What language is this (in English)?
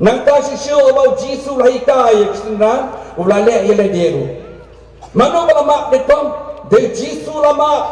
Khasi